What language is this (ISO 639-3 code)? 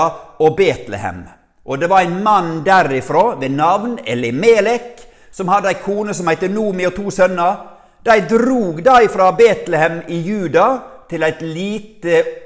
nor